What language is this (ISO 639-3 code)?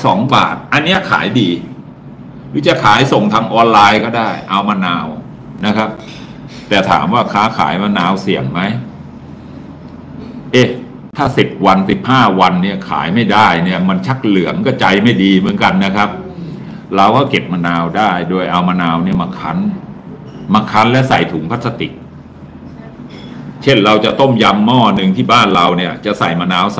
tha